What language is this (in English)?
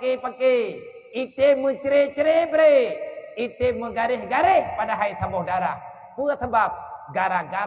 Achinese